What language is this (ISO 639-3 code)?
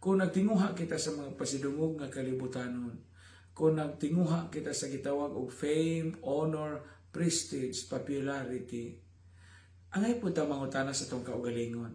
ceb